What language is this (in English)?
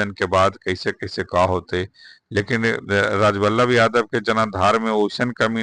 Magahi